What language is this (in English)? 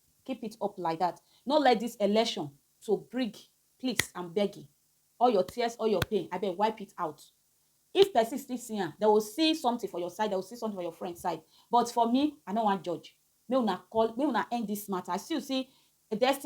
Nigerian Pidgin